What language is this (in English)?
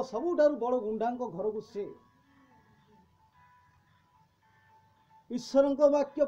Odia